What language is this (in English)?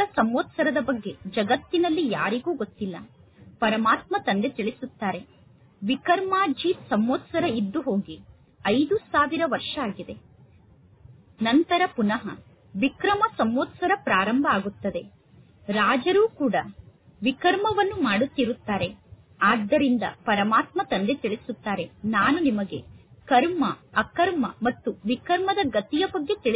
Kannada